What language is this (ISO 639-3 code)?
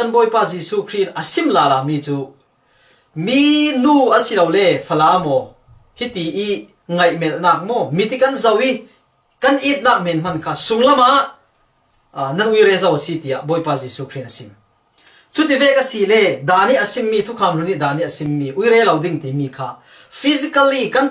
cfm